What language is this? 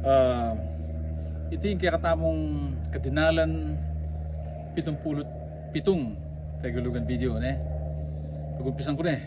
Pampanga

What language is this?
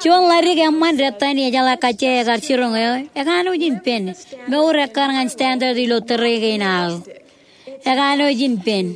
Marshallese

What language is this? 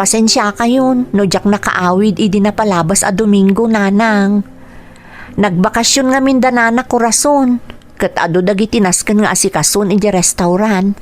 Iloko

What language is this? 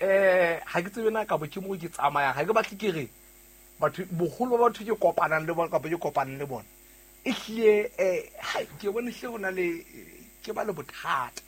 Southern Sotho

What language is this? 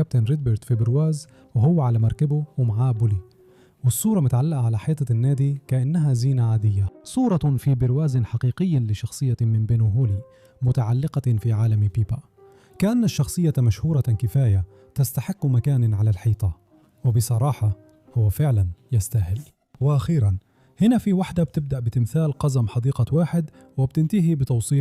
Egyptian Arabic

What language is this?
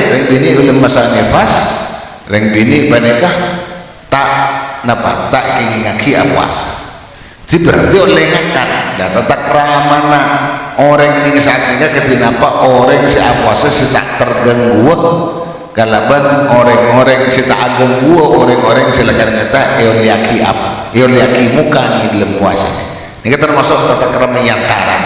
Madurese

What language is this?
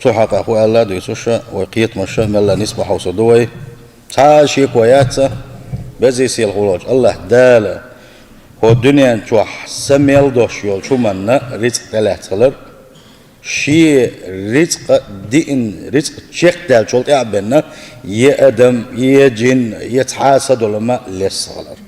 Chechen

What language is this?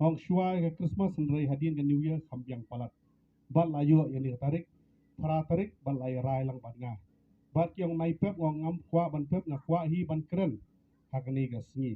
Khasi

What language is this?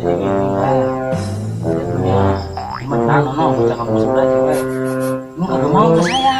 Betawi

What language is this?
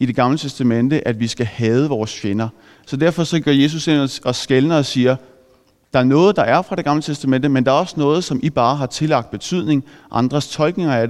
Danish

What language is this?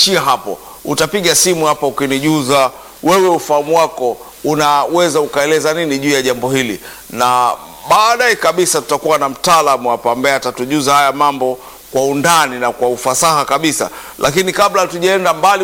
Swahili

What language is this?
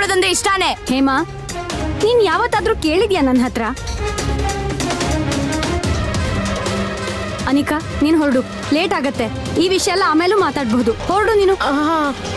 Kannada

